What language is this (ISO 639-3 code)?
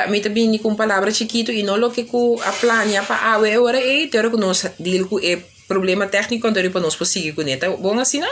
pap